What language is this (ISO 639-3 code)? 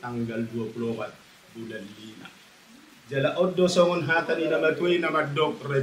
bbc